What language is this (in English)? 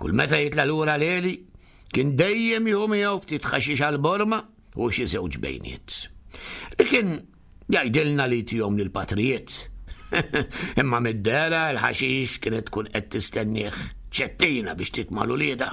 Maltese